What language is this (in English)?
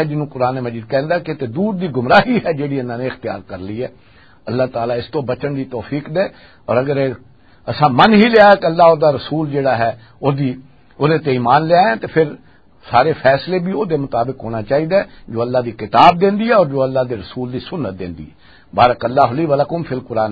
Western Panjabi